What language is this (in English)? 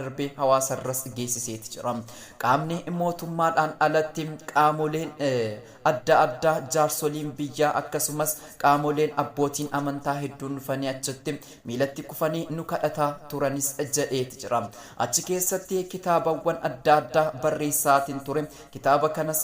Oromo